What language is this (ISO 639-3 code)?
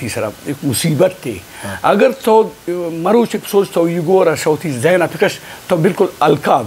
bgp